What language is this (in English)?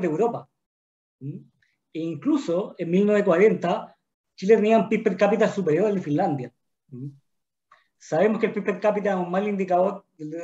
Spanish